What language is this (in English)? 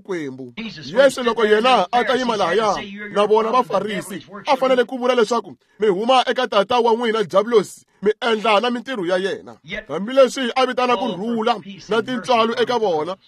Tsonga